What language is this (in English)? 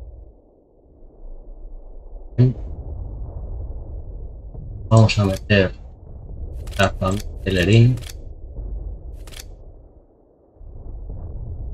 Spanish